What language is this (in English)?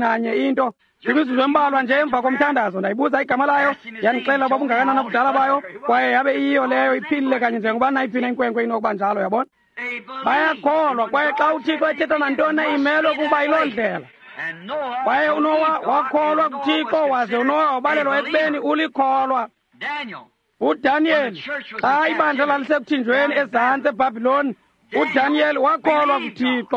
Xhosa